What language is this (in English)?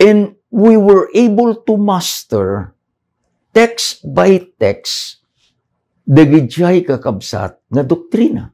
Iloko